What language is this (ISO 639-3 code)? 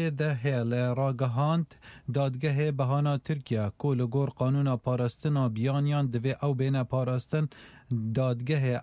ckb